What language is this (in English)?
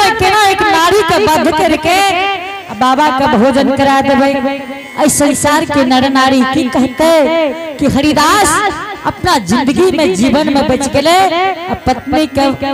Angika